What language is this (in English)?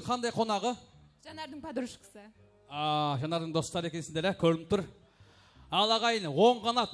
Kara-Kalpak